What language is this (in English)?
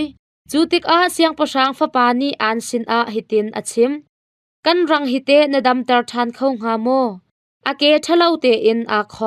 Hakha Chin